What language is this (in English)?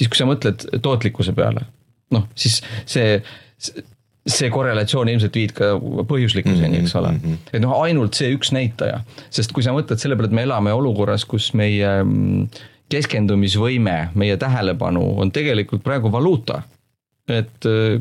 Estonian